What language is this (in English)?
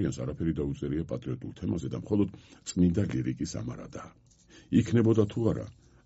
Georgian